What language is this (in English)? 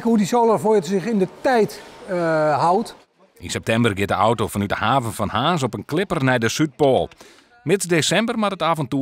Western Frisian